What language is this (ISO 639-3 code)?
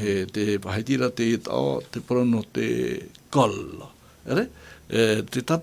tah